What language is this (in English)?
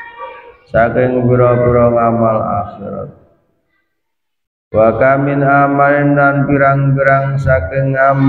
Javanese